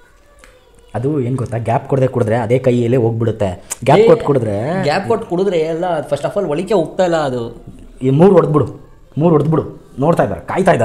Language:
Kannada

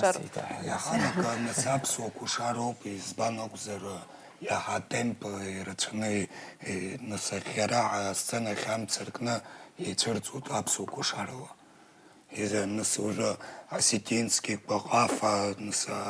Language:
Abkhazian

